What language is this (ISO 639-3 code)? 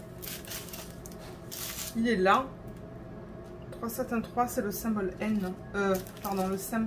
fra